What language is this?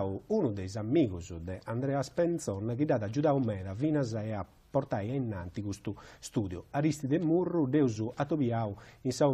Sardinian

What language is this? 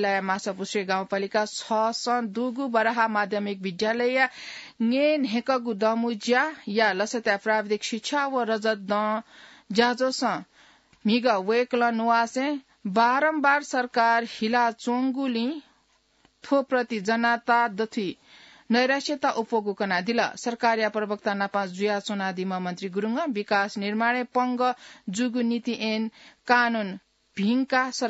Newari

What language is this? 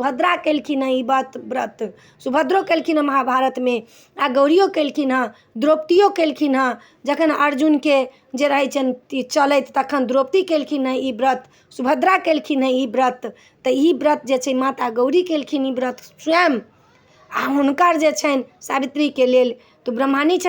Maithili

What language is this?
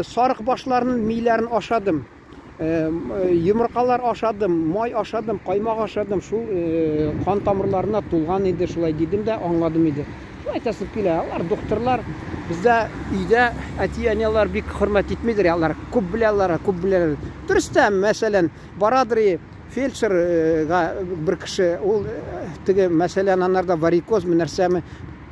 Tatar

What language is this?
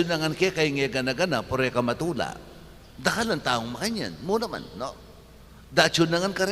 Pampanga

